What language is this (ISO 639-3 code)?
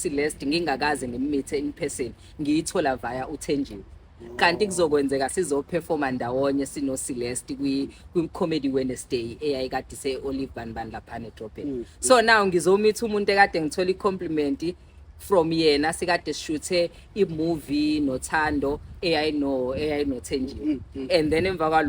zul